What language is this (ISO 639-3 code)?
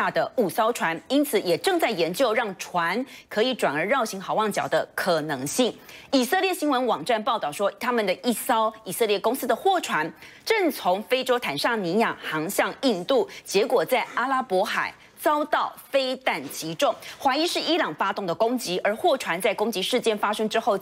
zho